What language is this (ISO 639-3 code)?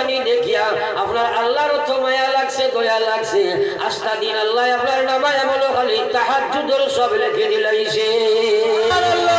ben